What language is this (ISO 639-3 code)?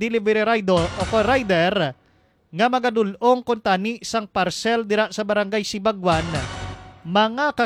hil